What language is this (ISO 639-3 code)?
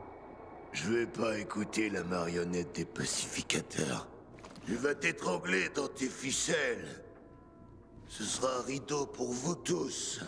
fra